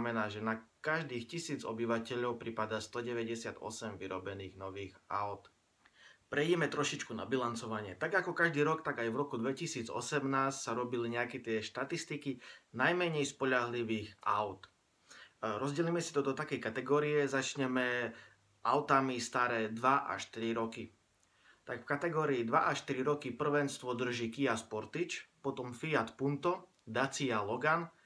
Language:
Slovak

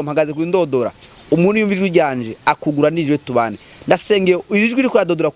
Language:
Rundi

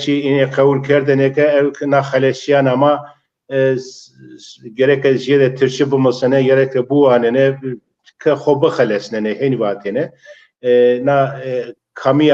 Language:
Zaza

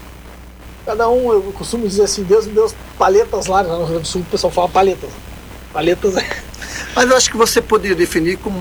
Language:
Portuguese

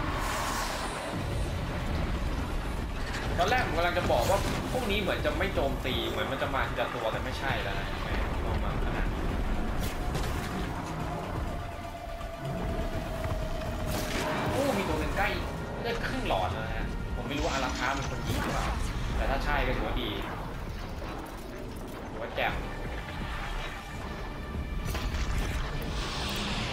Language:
Thai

